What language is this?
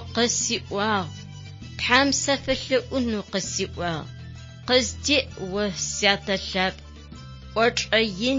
Adyghe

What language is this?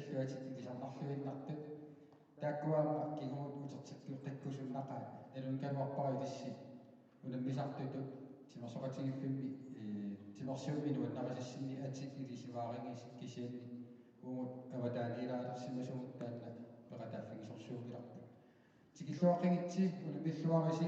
Kalaallisut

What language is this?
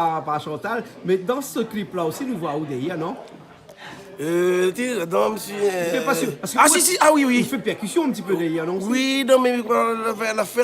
Réunion Creole French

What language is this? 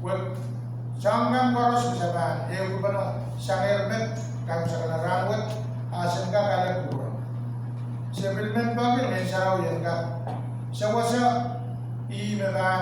Pohnpeian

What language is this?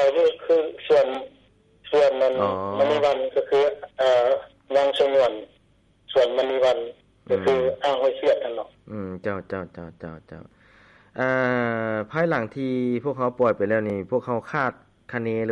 Lao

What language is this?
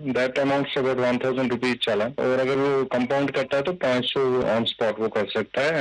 Urdu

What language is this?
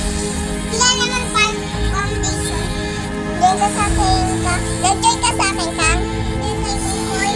Filipino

